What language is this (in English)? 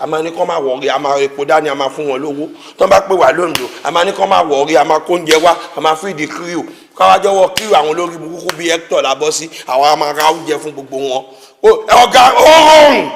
Yoruba